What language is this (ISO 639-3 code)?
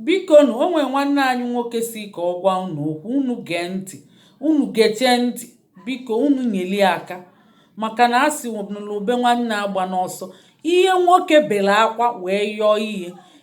ibo